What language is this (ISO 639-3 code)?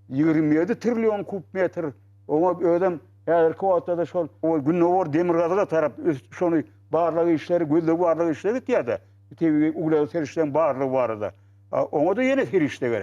tuk